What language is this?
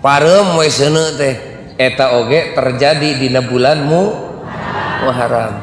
Sundanese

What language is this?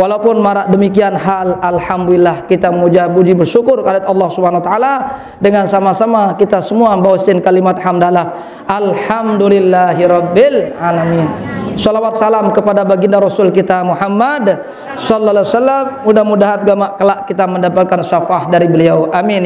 Sasak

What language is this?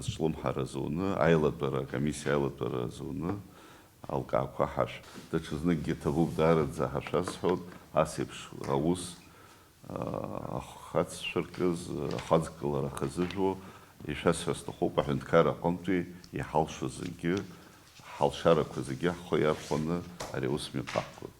Abkhazian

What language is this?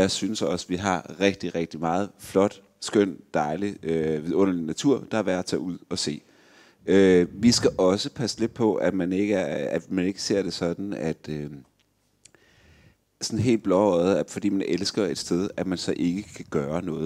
Danish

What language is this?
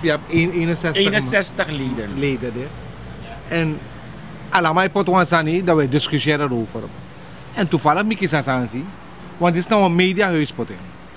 Sranan Tongo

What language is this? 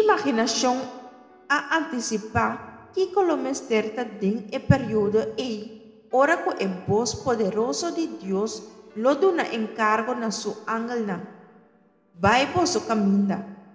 Papiamento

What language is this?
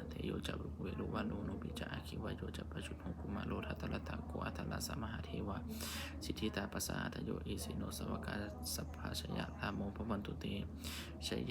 Pali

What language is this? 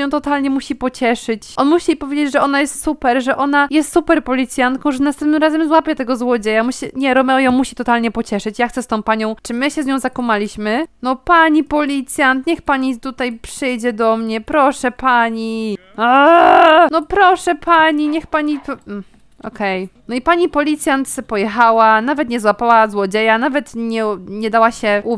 Polish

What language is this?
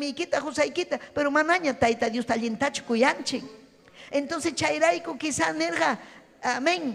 Ayacucho Quechua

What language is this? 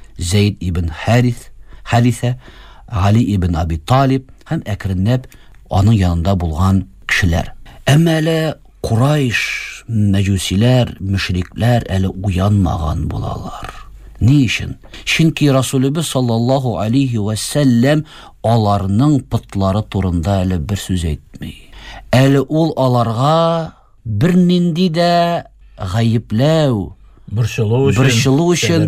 Tatar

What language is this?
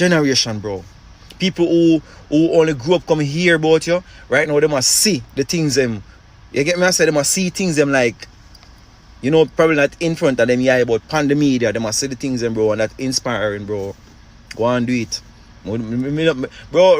Jamaican Creole English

